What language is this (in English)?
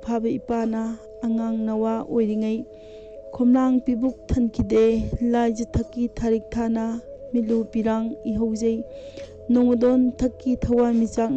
Manipuri